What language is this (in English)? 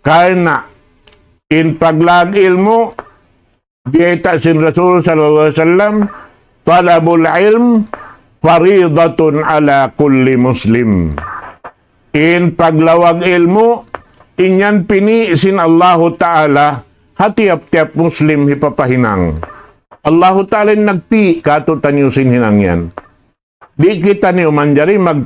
Tausug